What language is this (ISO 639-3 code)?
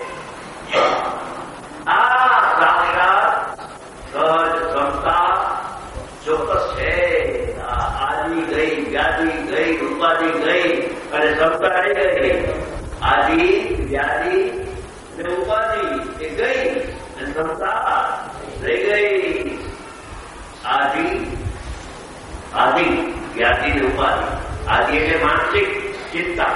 guj